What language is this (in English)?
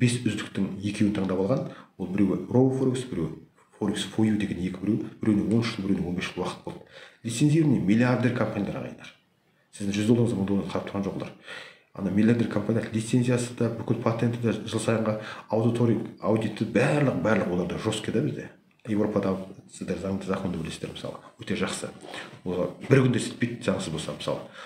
Kazakh